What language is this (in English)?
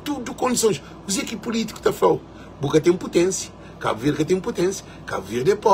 Kabuverdianu